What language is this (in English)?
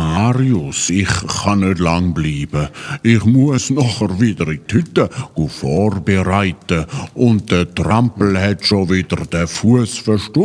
Swiss German